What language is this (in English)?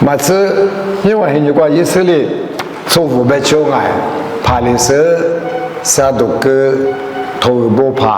Lisu